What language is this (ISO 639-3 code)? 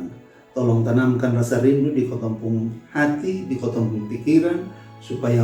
mkn